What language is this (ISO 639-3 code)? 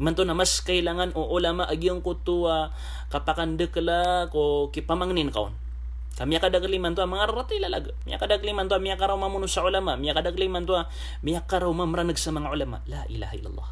mrw